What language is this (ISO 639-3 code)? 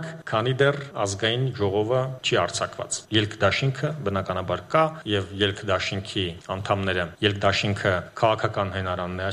hye